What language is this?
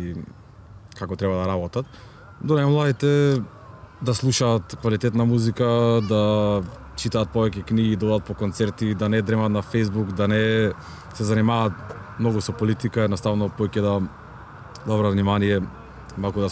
Macedonian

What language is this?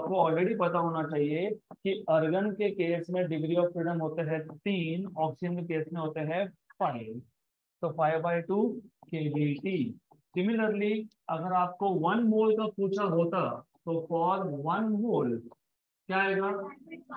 Hindi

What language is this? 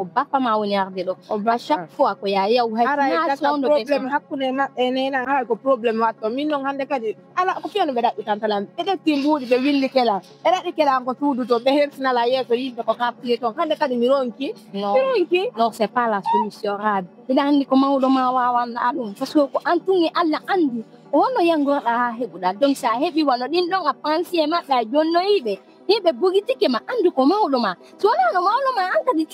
Fula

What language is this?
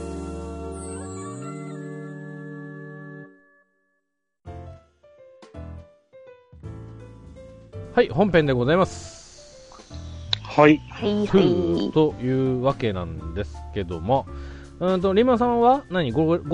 Japanese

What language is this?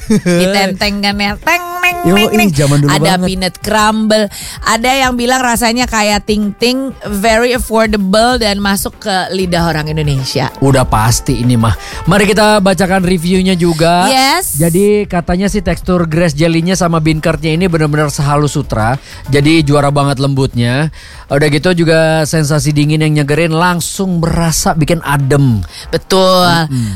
Indonesian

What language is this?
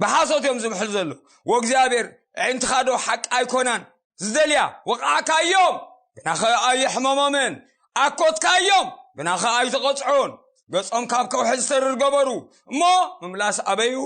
Tigrinya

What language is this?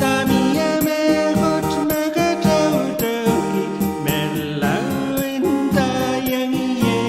Pohnpeian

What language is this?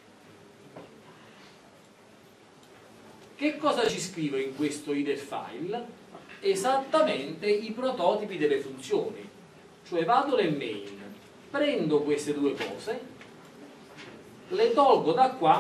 Italian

